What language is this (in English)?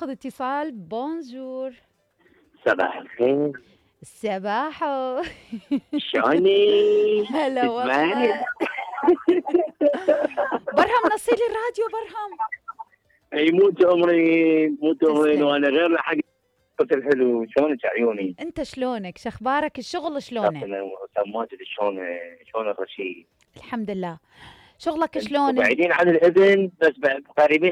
Mesopotamian Arabic